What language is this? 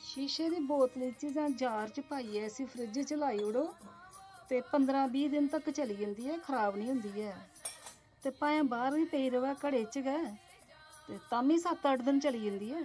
Dogri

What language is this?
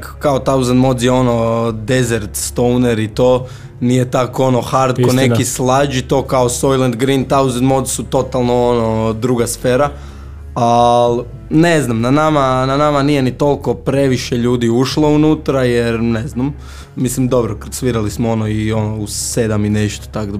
Croatian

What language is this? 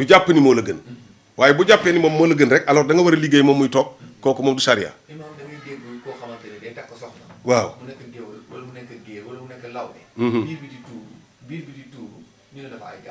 Wolof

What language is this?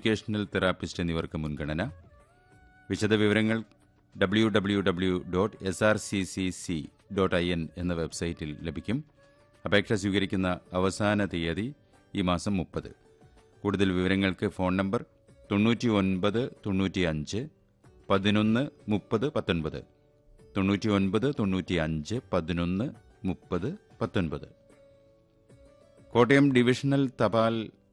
Malayalam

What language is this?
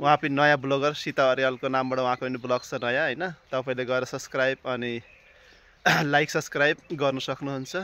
Nepali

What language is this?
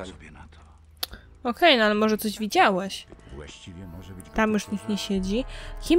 Polish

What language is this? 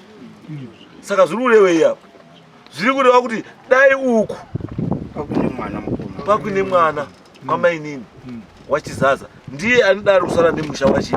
Shona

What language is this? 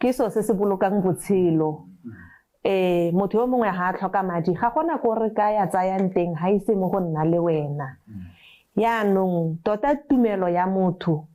Tswana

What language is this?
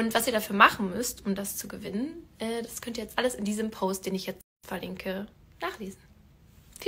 German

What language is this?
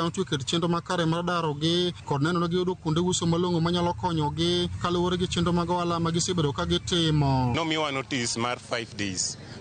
Luo (Kenya and Tanzania)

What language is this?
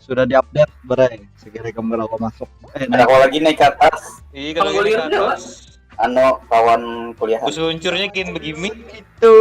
Banjar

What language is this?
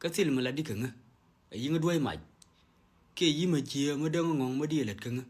Nuer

